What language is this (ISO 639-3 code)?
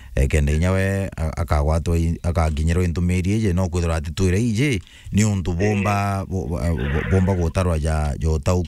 mer